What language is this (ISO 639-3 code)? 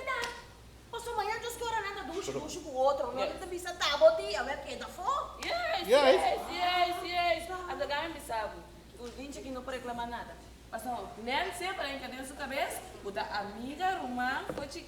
pap